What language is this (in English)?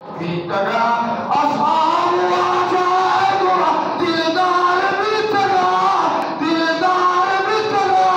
Eastern Balochi